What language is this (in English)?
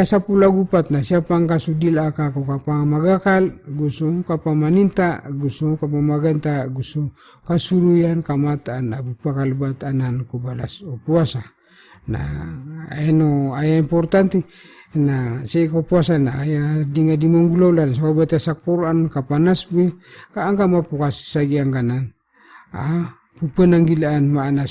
Maranao